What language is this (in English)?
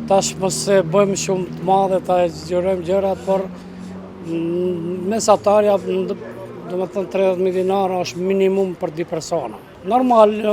Albanian